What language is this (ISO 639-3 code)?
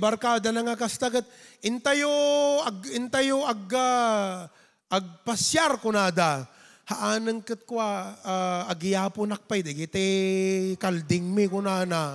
ilo